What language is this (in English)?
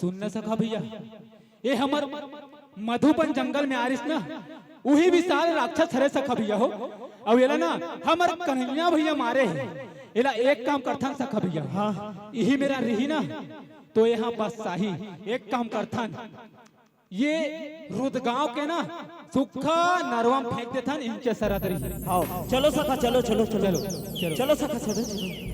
Chhattisgarhi